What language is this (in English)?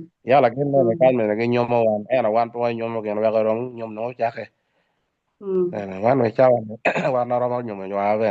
Acoli